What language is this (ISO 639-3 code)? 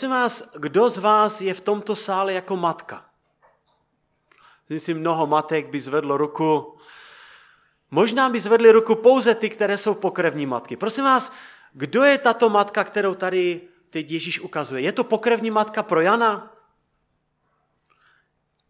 ces